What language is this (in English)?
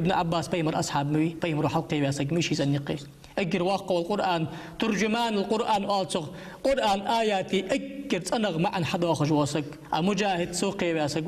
Ingush